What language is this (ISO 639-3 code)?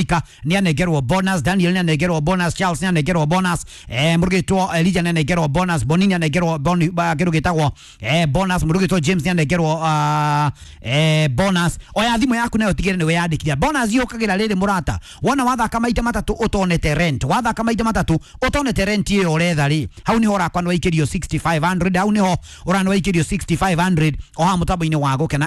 kik